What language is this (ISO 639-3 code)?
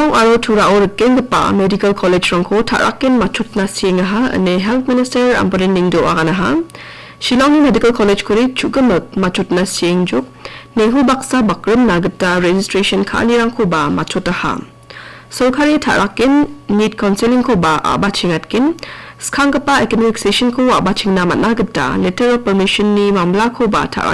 grt